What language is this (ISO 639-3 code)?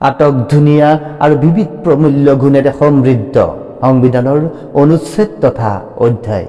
asm